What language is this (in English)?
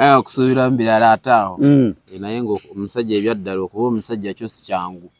Ganda